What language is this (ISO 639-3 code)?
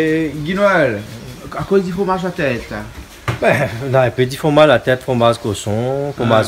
rcf